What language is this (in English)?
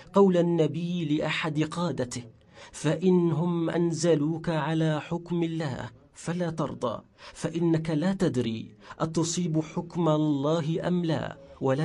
Kurdish